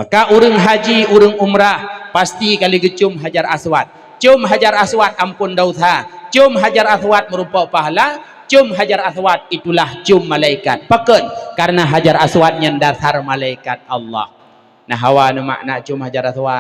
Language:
Achinese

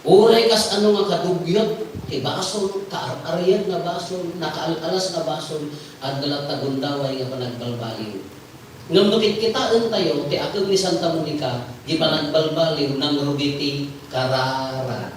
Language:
Iloko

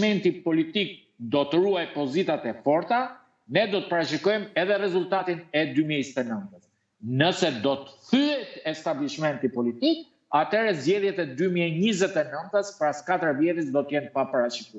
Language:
Albanian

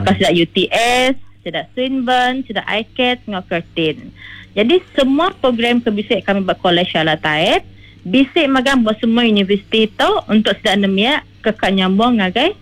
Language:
Iban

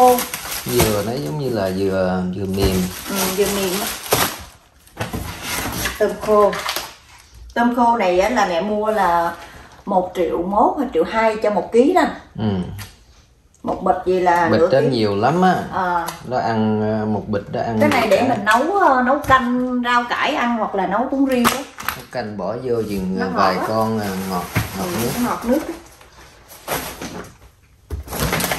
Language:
Vietnamese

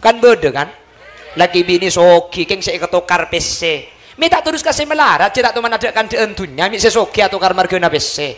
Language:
Madurese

